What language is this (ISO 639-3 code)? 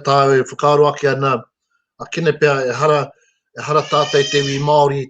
mri